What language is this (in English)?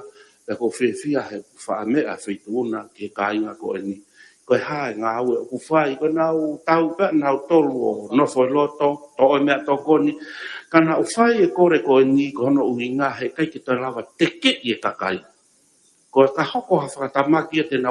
Tongan